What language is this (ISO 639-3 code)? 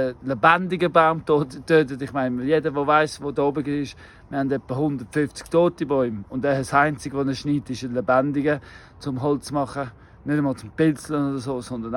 gsw